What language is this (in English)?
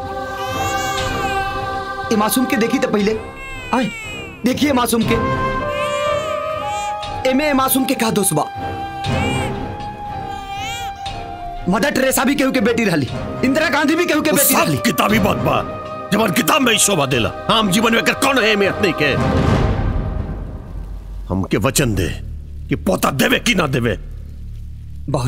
Bhojpuri